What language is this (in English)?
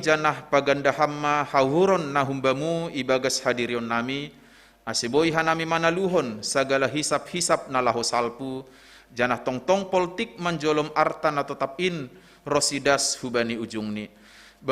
Batak Simalungun